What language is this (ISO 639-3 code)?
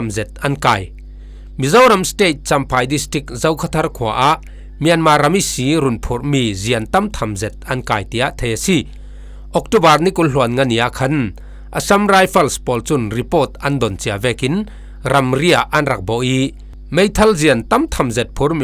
cfm